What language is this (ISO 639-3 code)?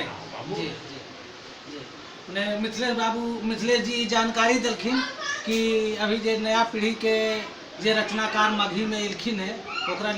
mag